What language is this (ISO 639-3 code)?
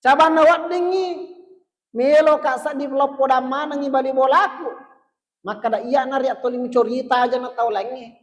bug